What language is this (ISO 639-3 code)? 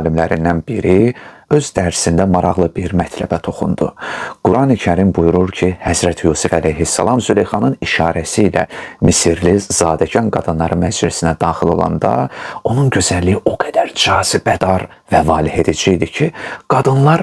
aze